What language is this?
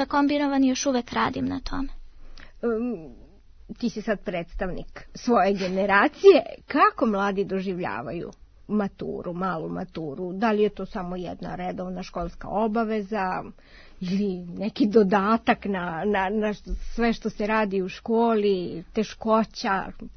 Serbian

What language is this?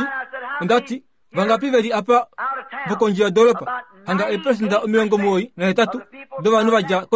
Kuanyama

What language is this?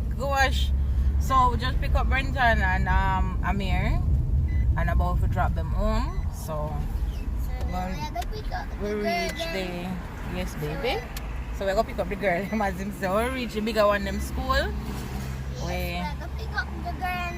Jamaican Creole English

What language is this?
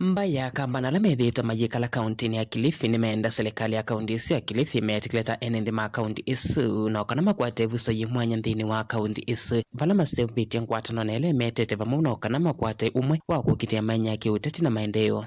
Kamba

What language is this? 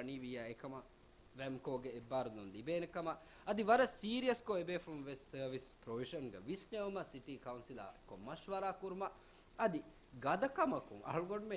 Divehi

